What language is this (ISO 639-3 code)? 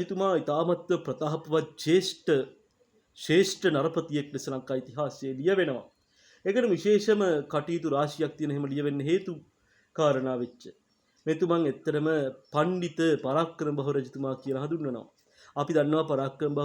sin